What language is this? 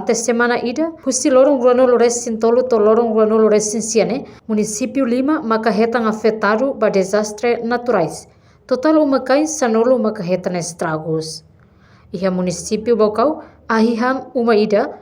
Tetum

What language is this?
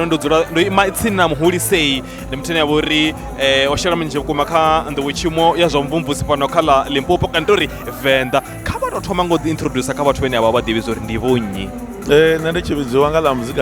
Venda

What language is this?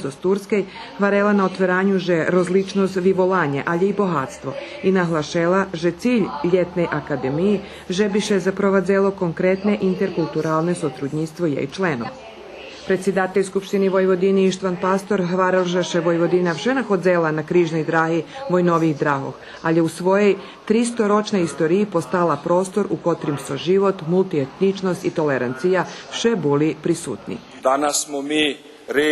Rusyn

